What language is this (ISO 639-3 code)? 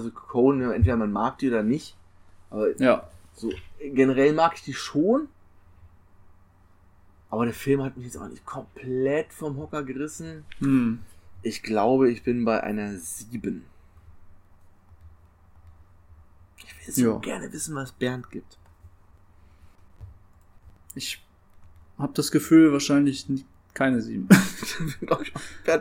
deu